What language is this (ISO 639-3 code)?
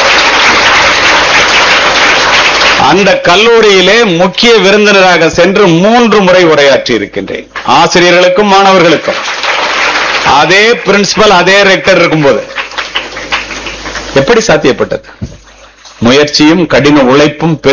tam